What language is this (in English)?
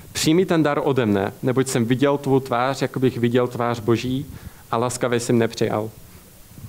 Czech